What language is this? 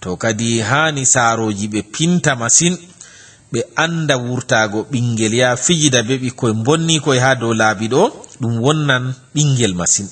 Fula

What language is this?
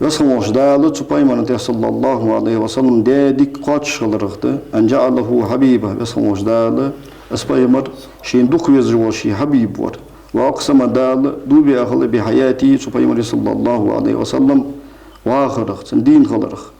Ingush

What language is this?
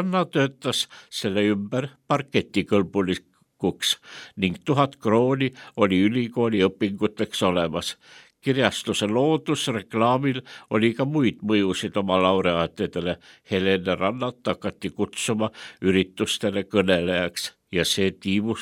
Estonian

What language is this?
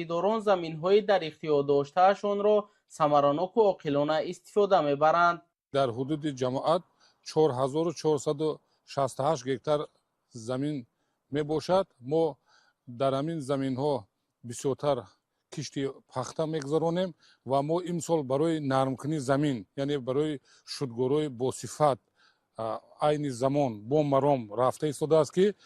Tajik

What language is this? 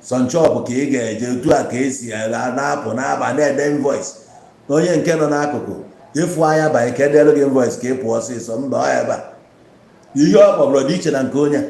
Igbo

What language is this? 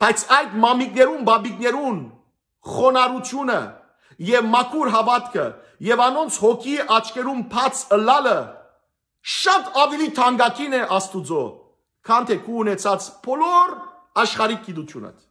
Western Armenian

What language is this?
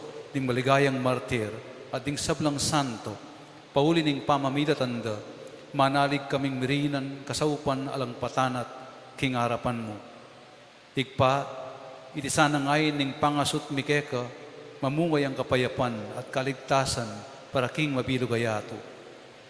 Pampanga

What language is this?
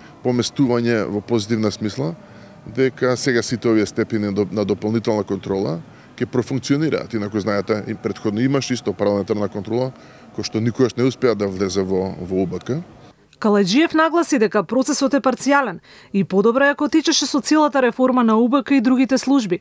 Macedonian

